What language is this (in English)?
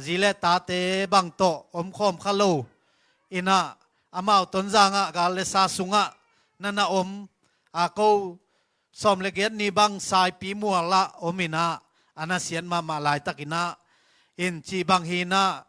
Tedim Chin